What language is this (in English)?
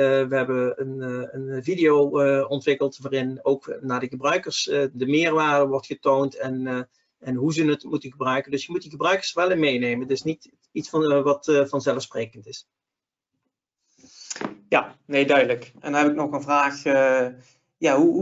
Dutch